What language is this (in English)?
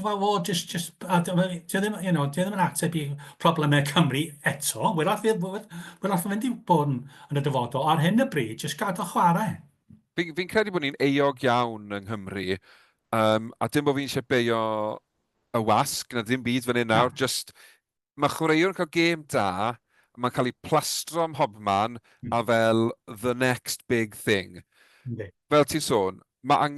Welsh